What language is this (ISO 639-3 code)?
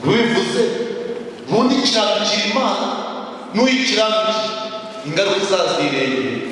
kin